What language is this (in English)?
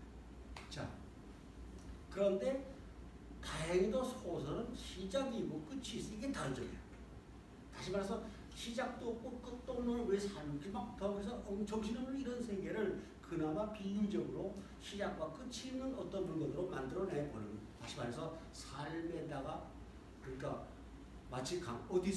Korean